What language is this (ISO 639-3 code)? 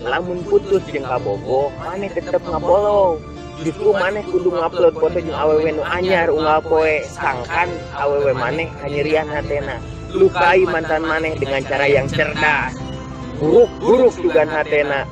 sun